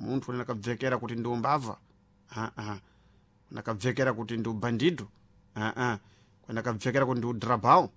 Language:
Sena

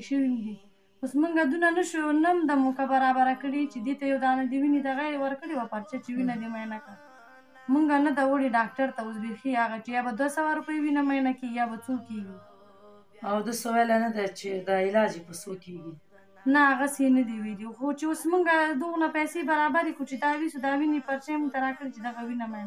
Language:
Pashto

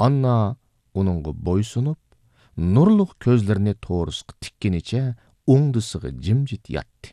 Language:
Uyghur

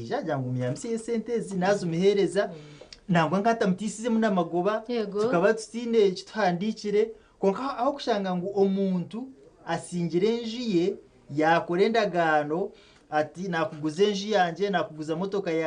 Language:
Nyankole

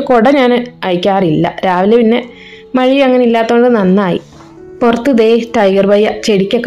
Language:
Malayalam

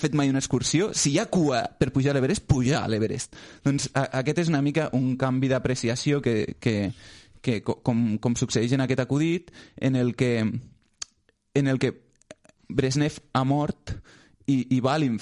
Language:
Catalan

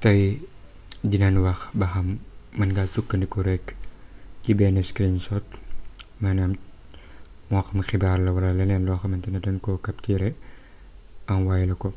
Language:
Wolof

